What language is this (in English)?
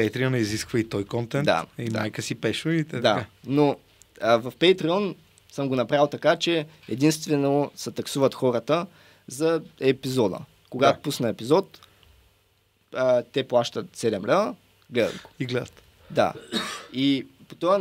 Bulgarian